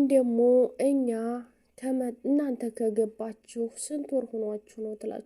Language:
Amharic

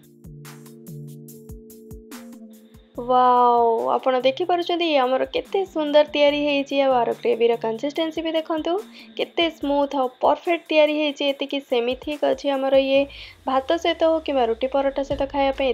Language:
Odia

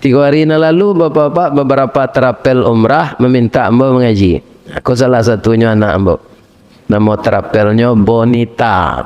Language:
Minangkabau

